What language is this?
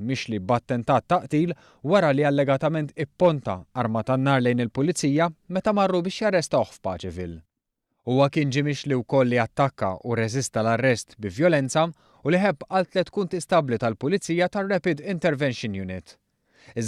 Maltese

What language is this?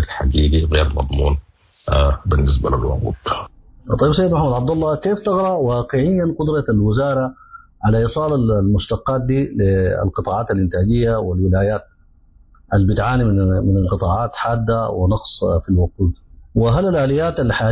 Sudanese Arabic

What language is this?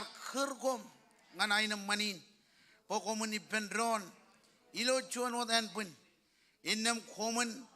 Marshallese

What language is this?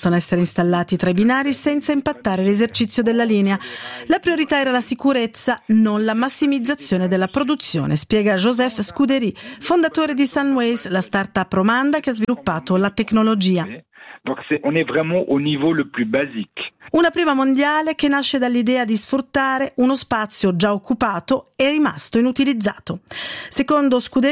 Italian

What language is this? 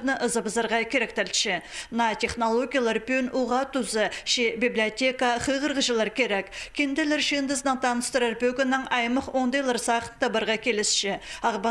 Khakas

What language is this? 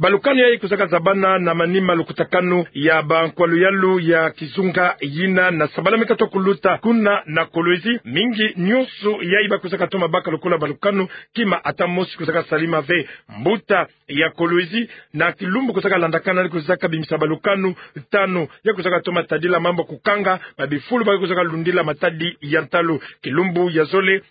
Kituba (Democratic Republic of Congo)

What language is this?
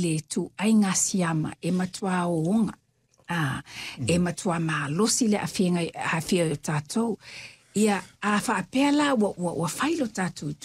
Samoan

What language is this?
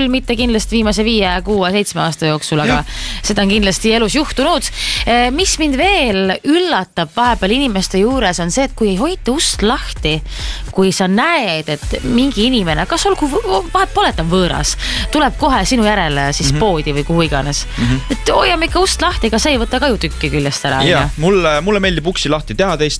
Estonian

